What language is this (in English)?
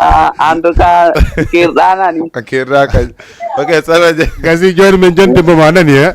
Fula